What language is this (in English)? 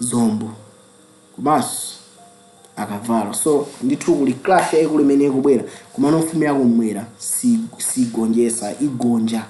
Nyanja